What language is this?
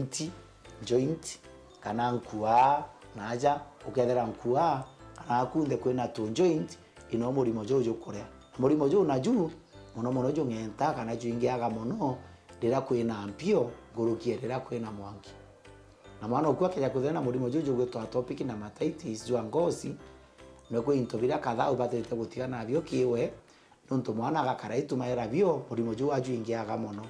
Meru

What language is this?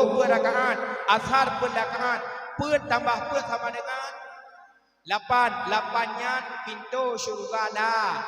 Achinese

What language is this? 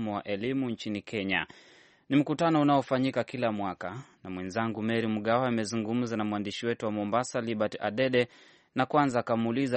Swahili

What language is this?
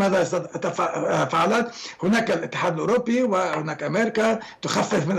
Arabic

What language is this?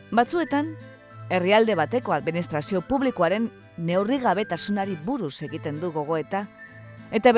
Basque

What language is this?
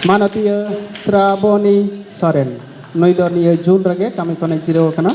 Santali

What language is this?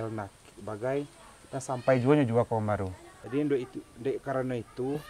Minangkabau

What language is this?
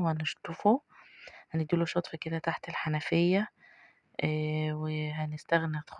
Egyptian Arabic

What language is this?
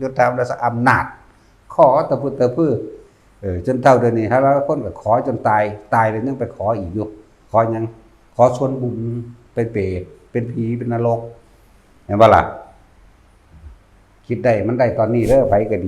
Northeastern Thai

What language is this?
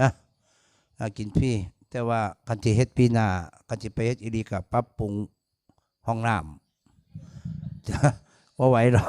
Northeastern Thai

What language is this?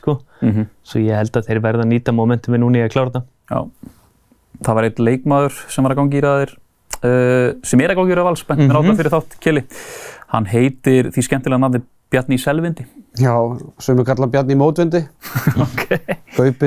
Icelandic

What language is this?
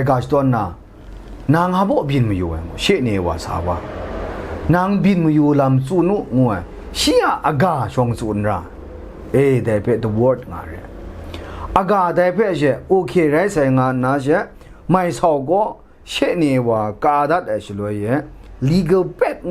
Kachin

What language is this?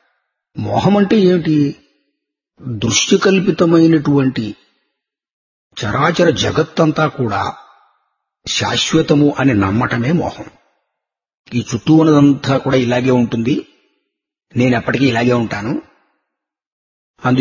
Telugu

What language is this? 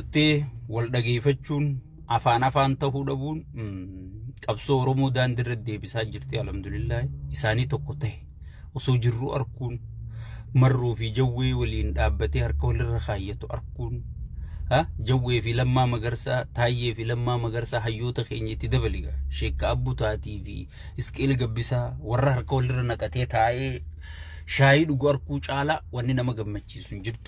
Oromo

